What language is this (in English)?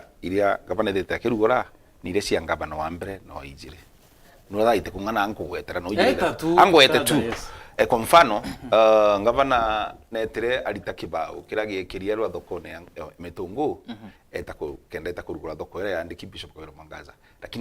Meru